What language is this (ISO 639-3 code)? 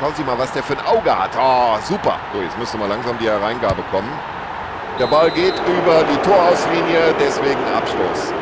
bar